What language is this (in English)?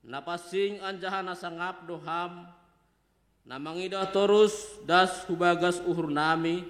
Batak Simalungun